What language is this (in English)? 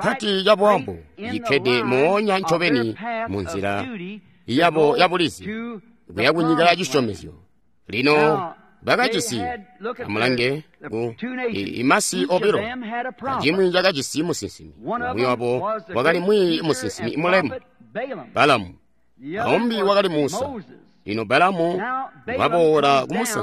Tonga (Zambia)